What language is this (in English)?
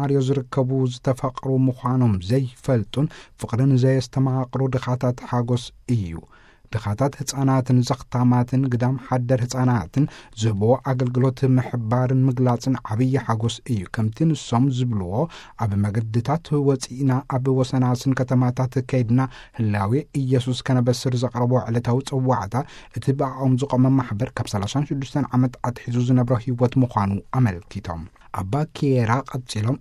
Tigrinya